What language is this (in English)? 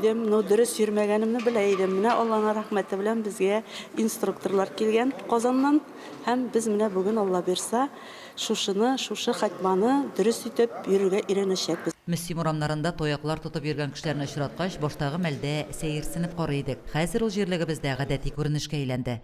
Tatar